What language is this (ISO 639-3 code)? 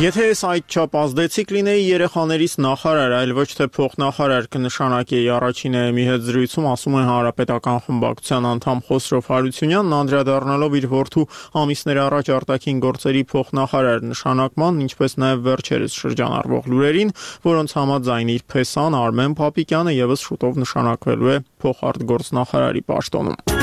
hye